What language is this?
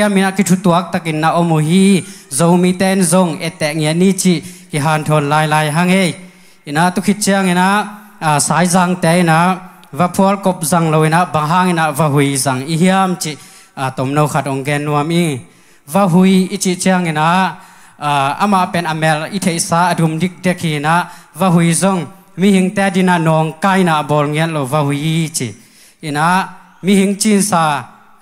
Tedim Chin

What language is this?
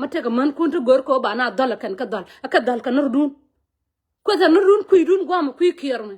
Nuer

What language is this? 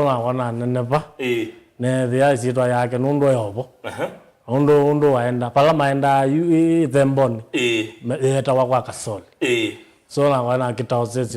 Kamba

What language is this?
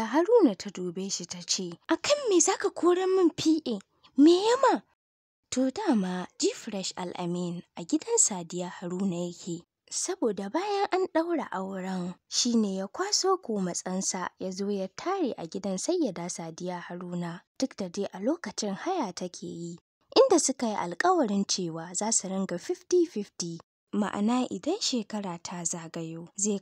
Hausa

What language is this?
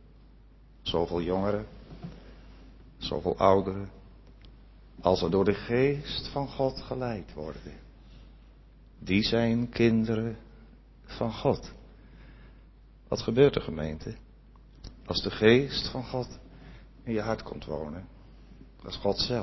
Dutch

